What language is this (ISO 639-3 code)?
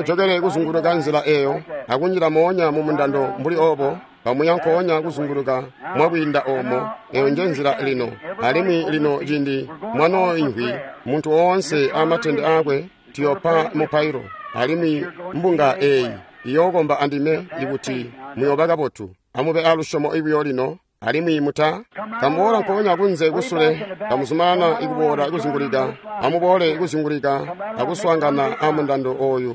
toi